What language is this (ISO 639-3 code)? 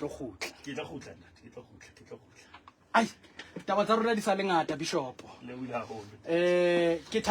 sot